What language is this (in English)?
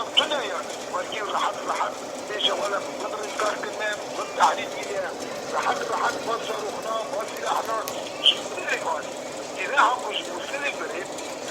Kurdish